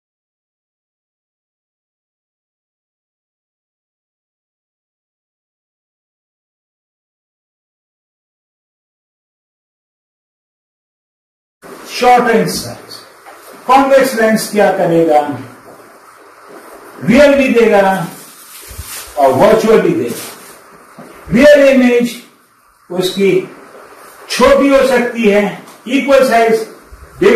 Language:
Hindi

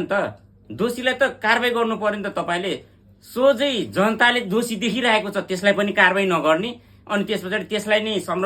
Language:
Nepali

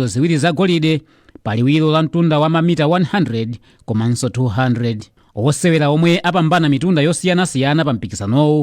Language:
Nyanja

